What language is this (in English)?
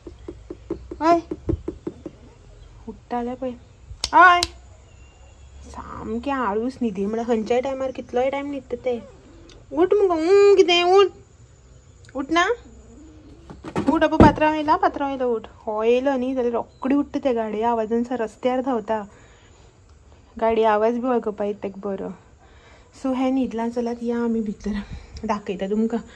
Konkani